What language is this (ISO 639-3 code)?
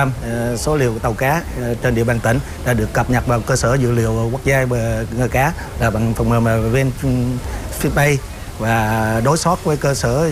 vie